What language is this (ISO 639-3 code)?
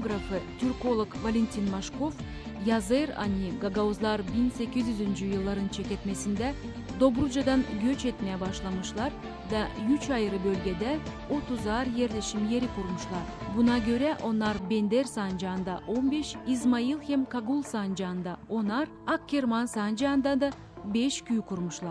gag